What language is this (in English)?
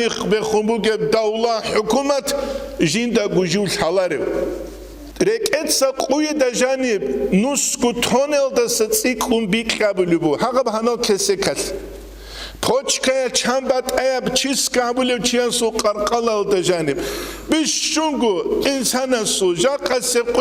Avaric